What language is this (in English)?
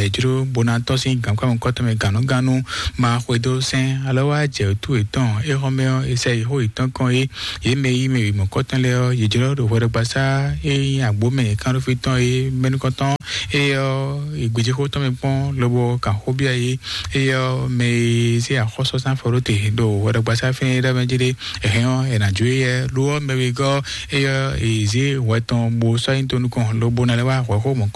Fon